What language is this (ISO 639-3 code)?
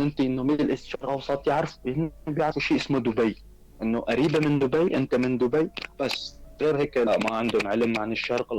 apc